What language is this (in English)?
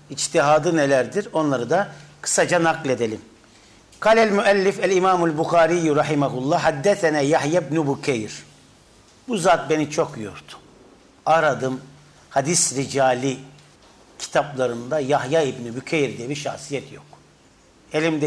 Turkish